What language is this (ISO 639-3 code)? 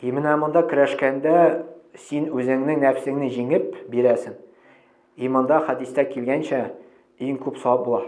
tat